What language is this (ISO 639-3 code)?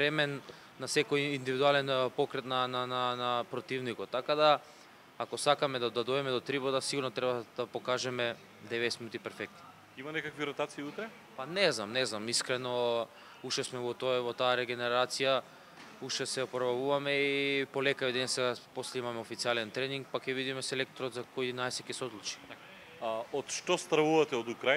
mkd